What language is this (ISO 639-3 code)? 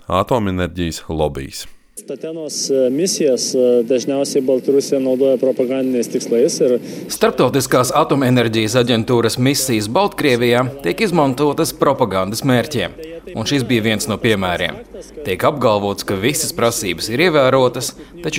lav